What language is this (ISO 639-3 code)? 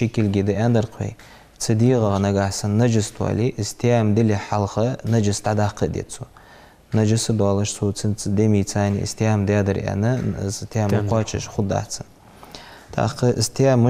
inh